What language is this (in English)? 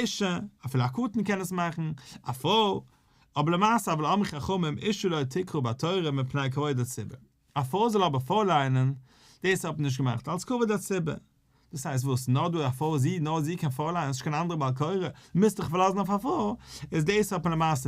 Yiddish